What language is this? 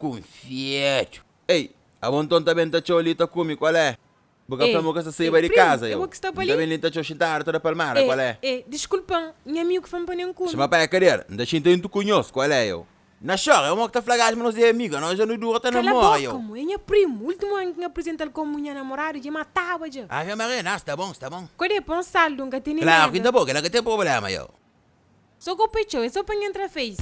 Kabuverdianu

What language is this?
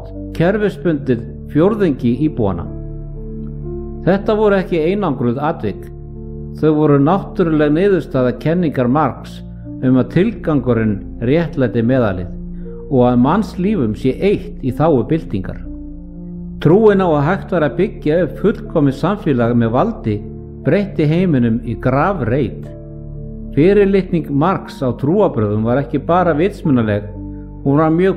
Icelandic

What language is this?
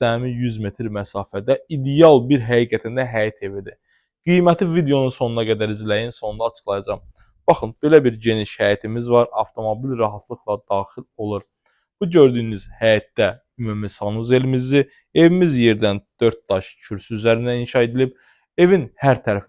Azerbaijani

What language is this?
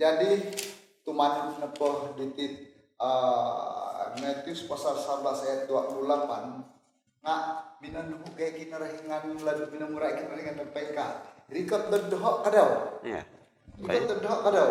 Central Dusun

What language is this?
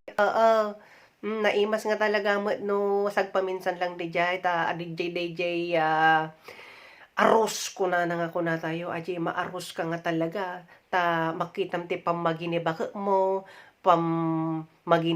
Iloko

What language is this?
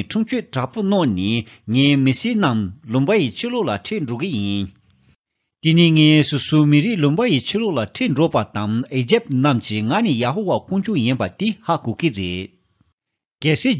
Tibetan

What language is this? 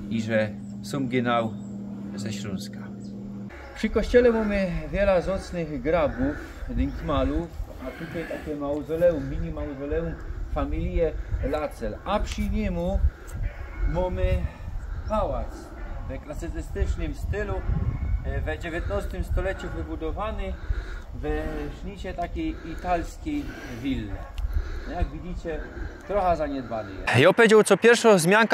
Silesian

